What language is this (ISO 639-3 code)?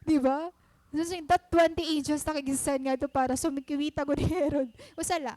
war